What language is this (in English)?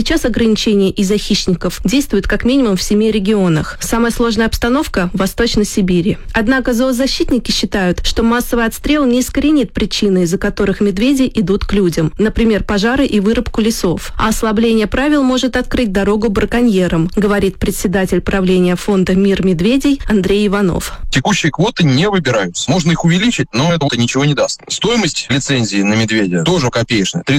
Russian